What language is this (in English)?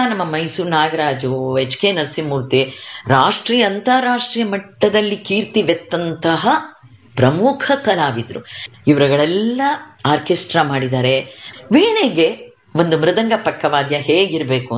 Kannada